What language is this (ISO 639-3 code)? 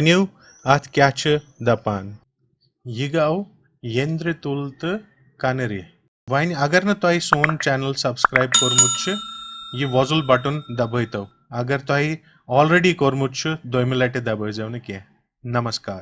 kas